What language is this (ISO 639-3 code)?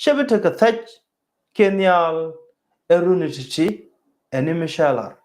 nus